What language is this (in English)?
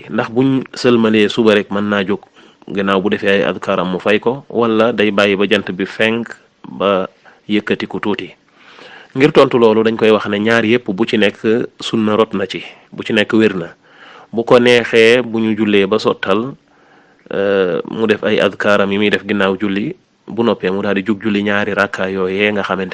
Wolof